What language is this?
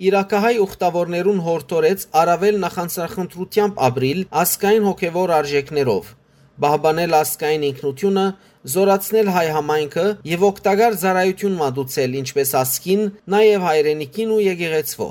Western Armenian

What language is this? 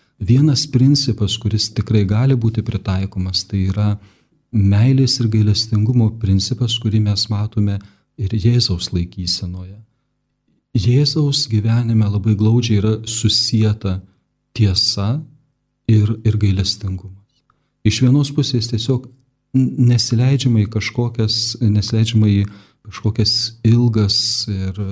Lithuanian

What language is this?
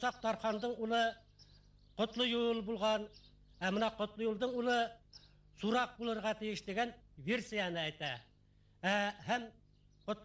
Bashkir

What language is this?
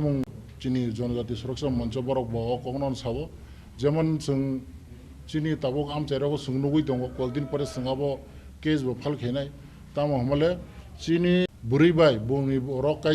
Kok Borok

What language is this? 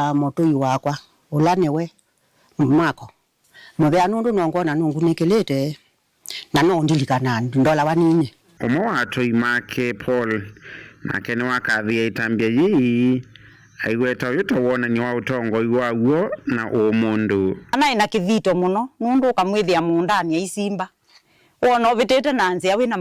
Kamba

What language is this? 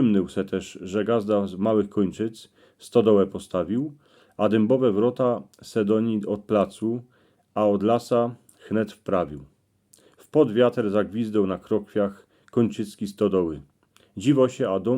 Silesian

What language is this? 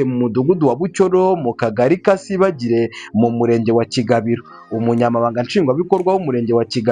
Kinyarwanda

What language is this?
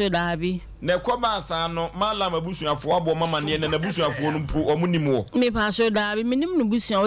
Akan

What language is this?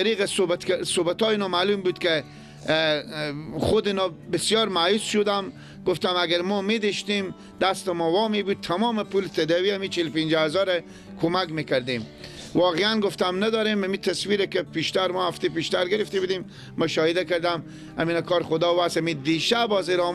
Persian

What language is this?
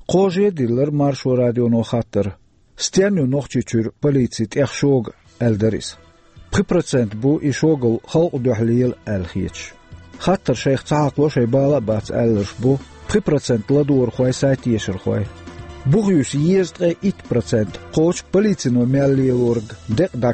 Chechen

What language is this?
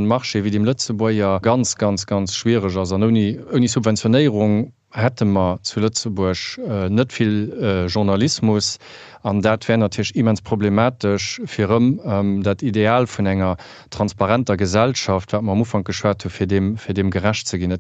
Luxembourgish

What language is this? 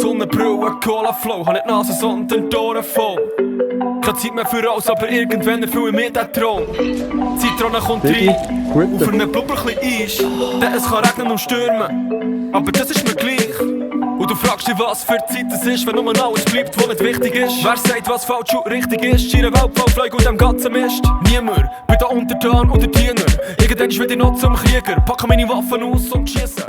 Swiss German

